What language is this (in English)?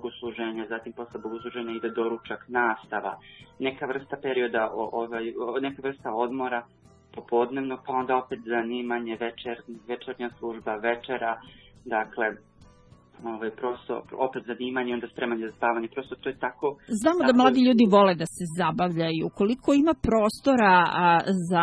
Serbian